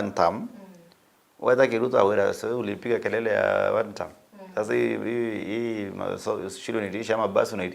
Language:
Meru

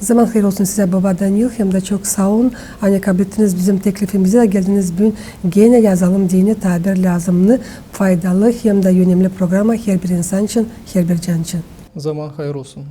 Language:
Gagauz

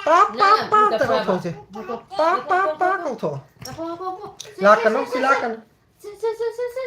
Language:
Manipuri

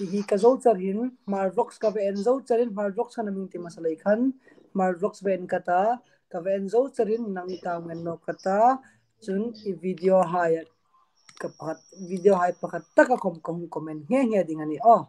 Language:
Hmar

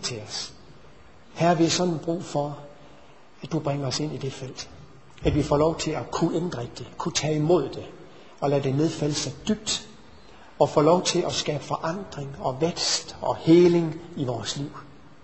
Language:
Danish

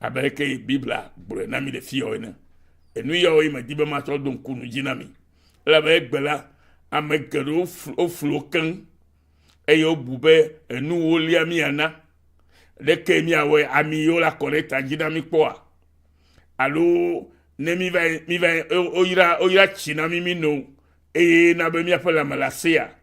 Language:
Ewe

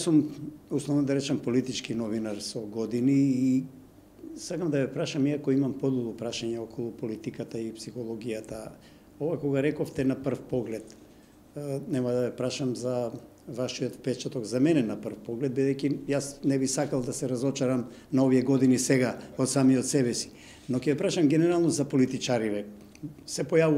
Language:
Macedonian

